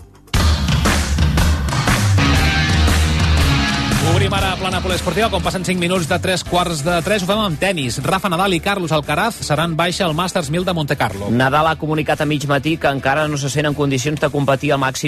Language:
Catalan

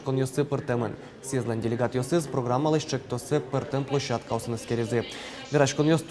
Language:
Udmurt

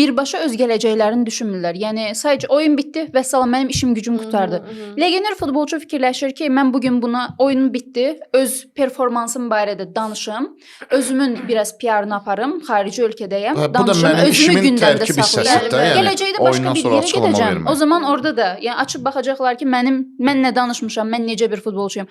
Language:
Azerbaijani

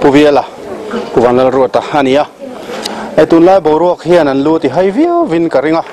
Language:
Mizo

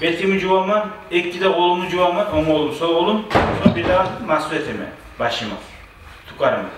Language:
Kumyk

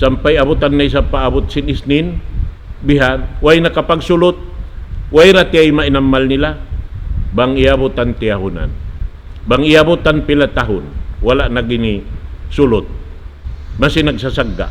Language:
Tausug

